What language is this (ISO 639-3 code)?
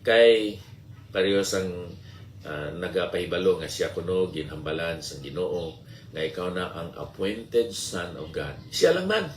hil